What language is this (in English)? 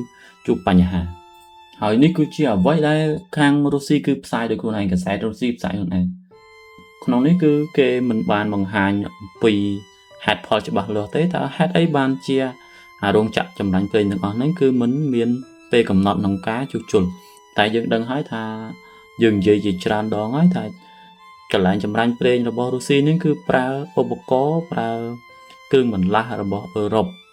Khmer